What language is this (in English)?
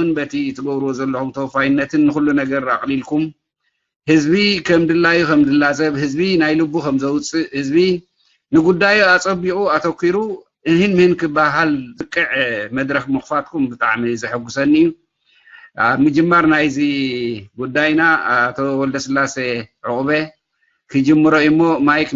Tigrinya